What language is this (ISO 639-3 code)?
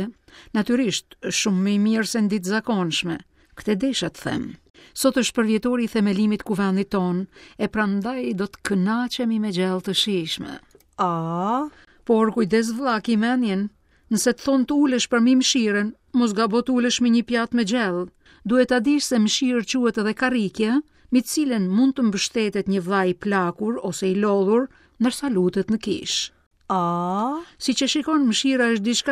sqi